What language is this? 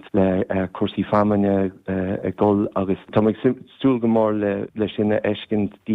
Irish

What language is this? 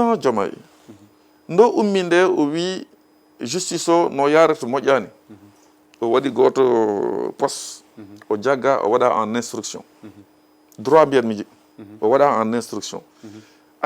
Fula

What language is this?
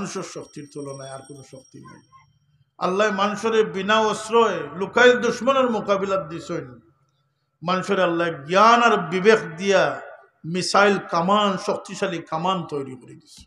Sylheti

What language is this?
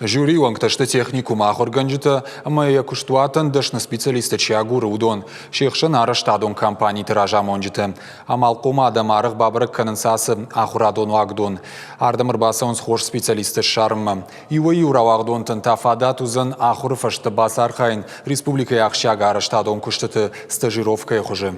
Ossetic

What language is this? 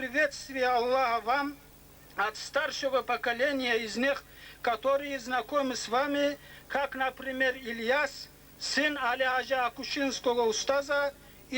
Kumyk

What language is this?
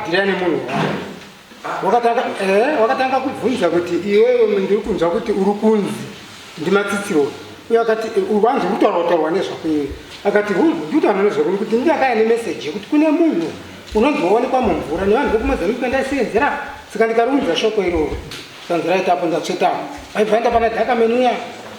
Shona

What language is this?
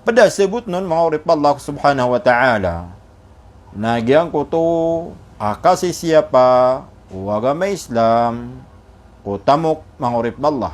Maranao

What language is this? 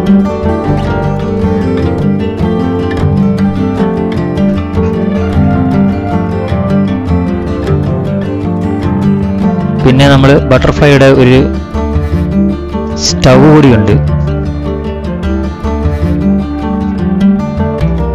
Malayalam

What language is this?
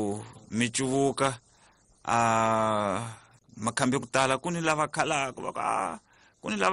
Tsonga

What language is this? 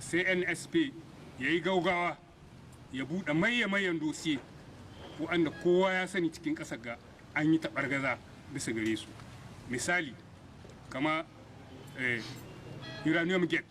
Hausa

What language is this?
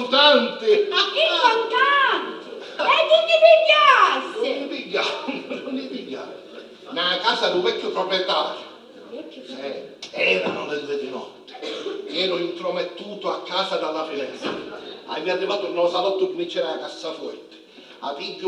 Sicilian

